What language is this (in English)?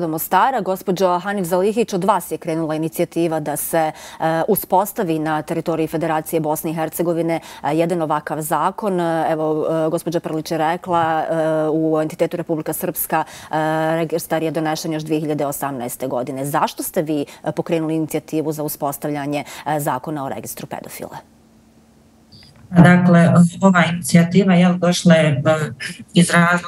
Bosnian